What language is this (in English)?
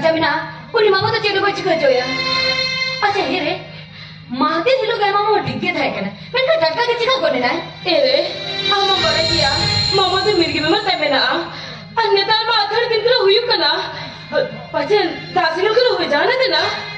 Santali